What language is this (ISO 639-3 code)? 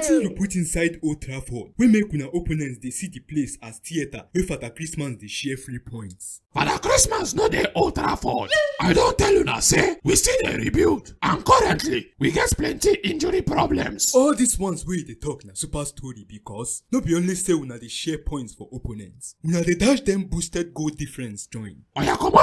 pcm